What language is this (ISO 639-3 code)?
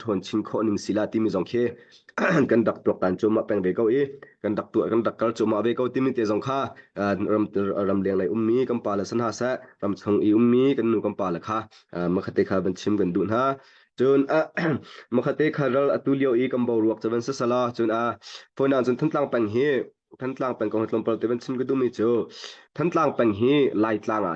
cnh